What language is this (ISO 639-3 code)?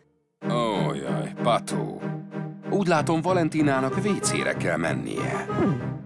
hun